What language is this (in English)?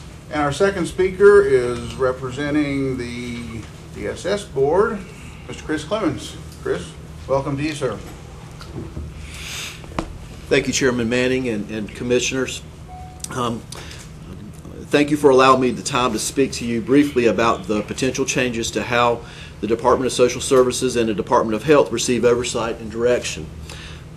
English